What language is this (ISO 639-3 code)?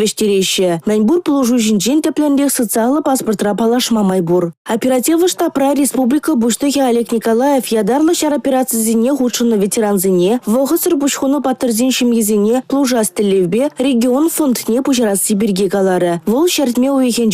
chv